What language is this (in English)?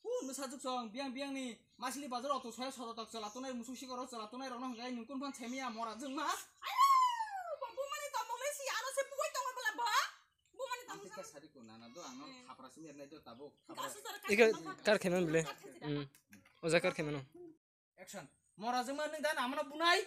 Kok Borok